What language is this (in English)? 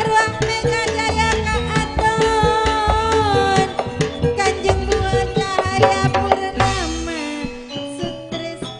Madurese